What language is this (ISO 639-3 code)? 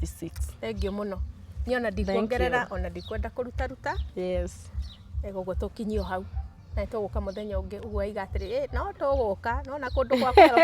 kik